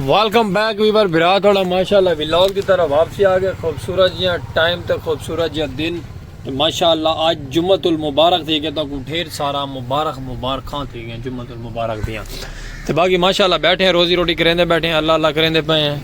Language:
Saraiki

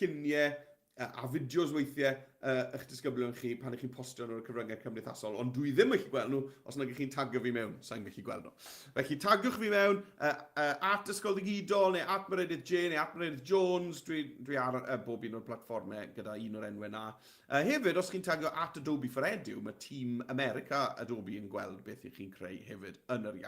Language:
Welsh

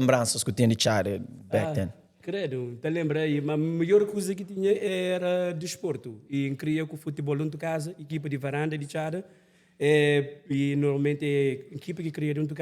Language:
Kabuverdianu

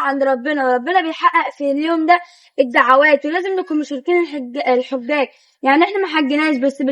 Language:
Egyptian Arabic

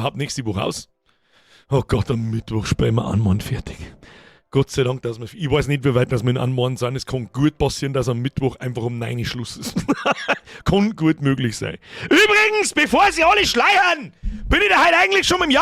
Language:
Bavarian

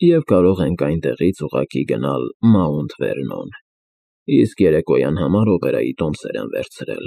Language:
Armenian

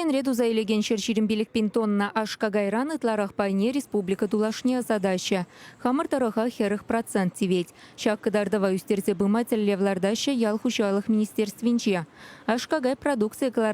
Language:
Chuvash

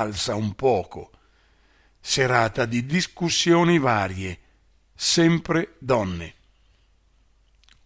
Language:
Italian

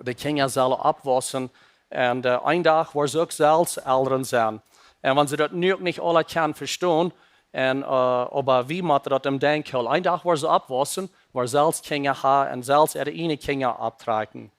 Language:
Plautdietsch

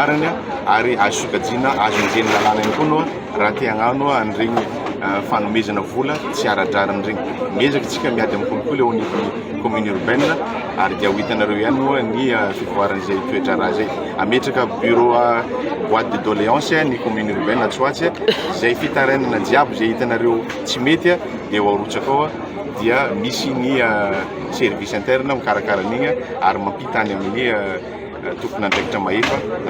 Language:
Malagasy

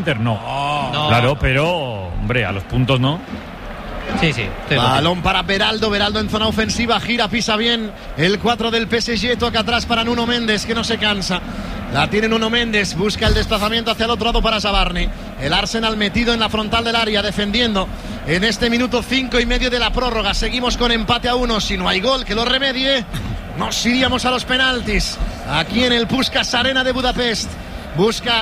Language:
Spanish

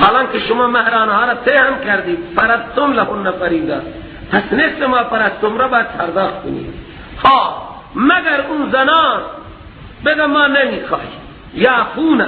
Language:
Persian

